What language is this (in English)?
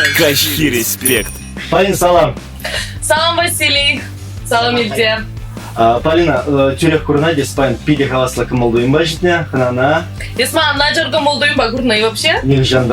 Chuvash